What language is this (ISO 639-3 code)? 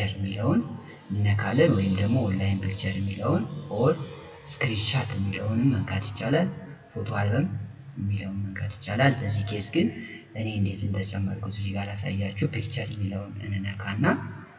amh